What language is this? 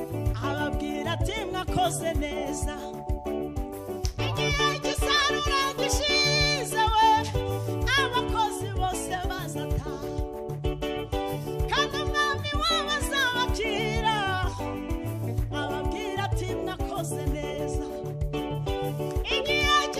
Kinyarwanda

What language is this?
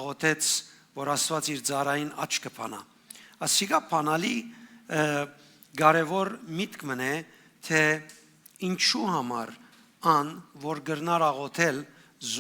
Western Armenian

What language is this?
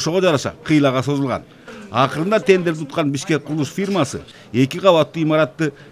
Kyrgyz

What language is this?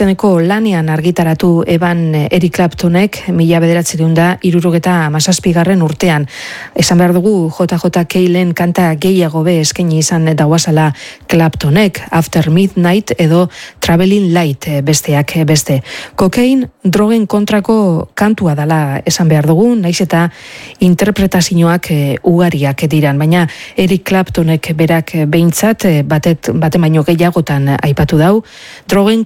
Basque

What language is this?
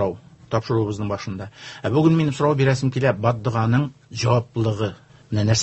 Tatar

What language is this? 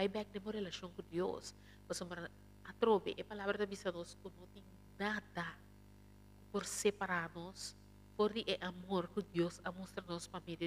Papiamento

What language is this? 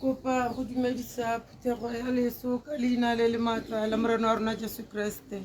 Tswana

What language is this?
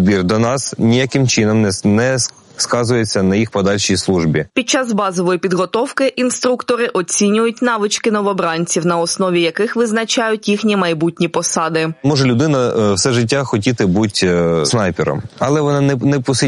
Ukrainian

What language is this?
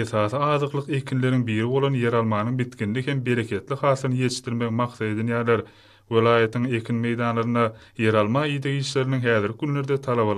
Turkmen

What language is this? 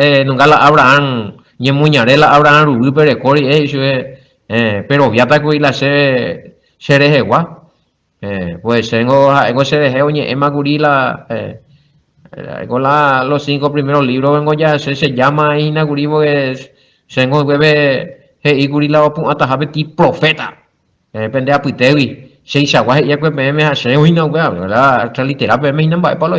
Guarani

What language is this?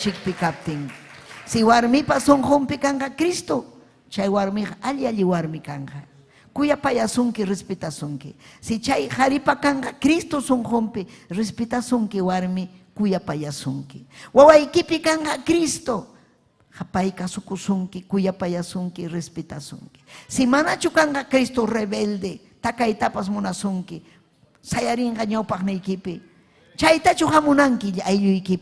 Ayacucho Quechua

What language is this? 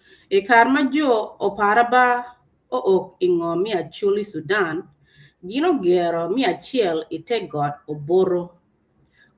Acoli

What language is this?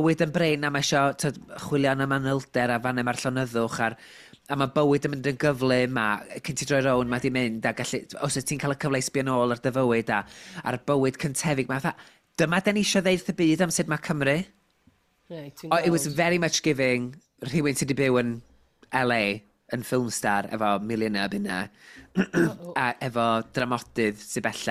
Welsh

